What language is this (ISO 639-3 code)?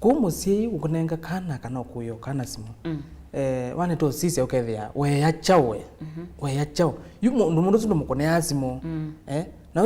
kam